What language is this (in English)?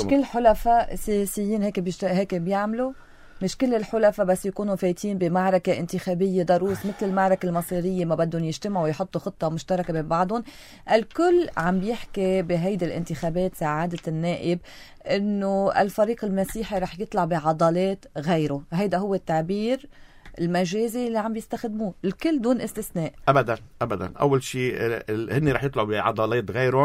North Levantine Arabic